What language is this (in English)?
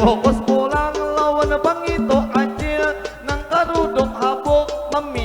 Banjar